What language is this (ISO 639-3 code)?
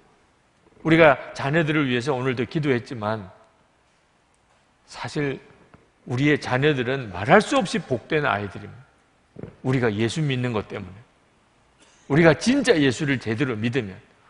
kor